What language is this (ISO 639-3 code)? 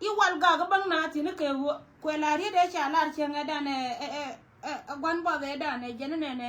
nus